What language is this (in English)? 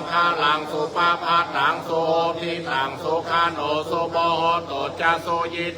Pali